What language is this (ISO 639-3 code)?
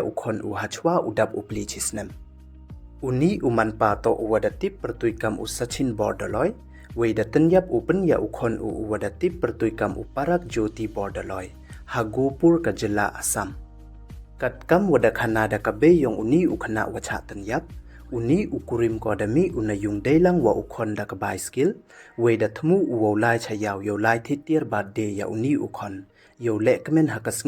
pbv